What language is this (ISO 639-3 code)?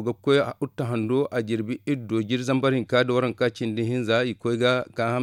dje